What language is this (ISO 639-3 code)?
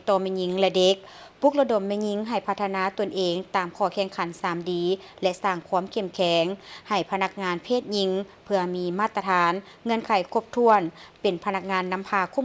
lao